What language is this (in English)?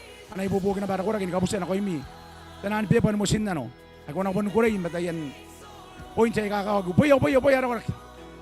Gilbertese